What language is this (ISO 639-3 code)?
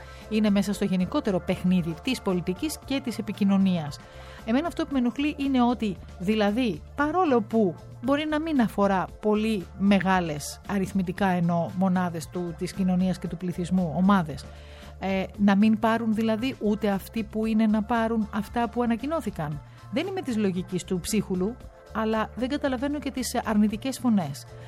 ell